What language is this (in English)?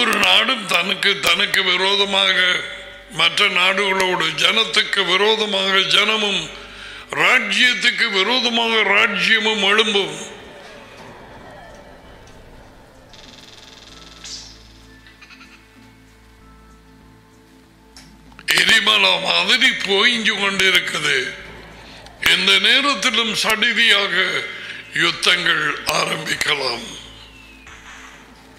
Tamil